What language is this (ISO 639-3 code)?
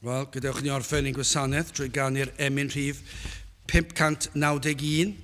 cym